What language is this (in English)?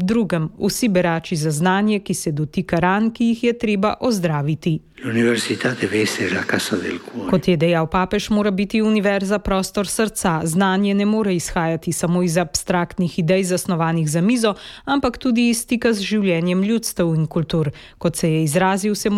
Slovenian